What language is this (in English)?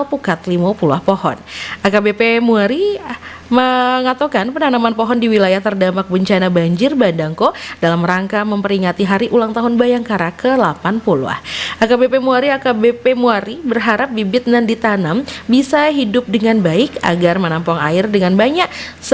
Minangkabau